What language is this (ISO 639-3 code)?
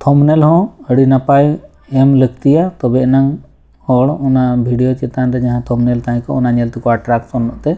sat